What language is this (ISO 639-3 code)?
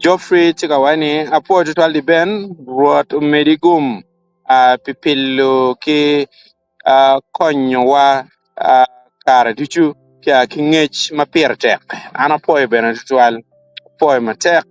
ach